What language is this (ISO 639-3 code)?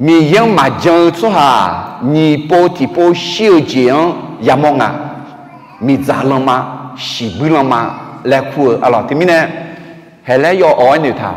ahk